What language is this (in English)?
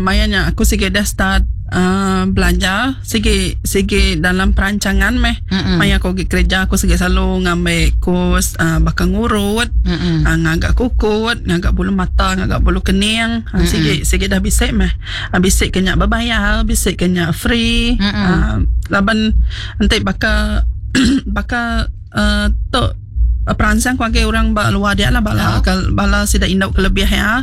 Iban